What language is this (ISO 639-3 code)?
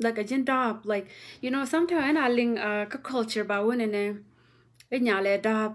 nus